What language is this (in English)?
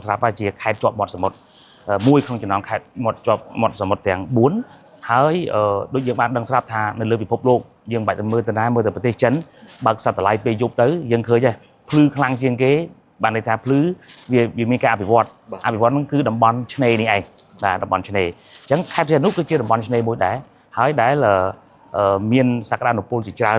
Khmer